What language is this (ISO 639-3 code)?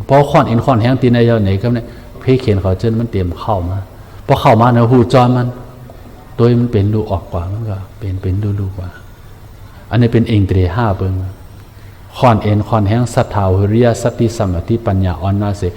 shn